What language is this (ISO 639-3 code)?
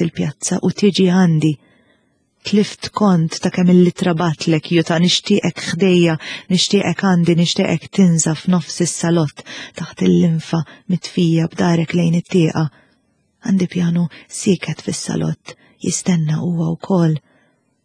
mlt